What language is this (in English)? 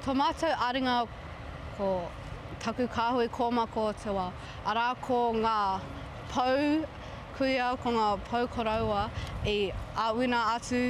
Māori